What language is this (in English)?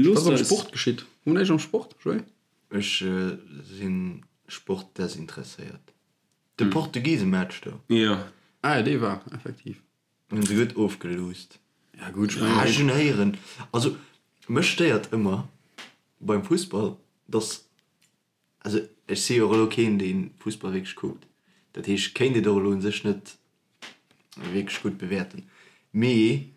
Luxembourgish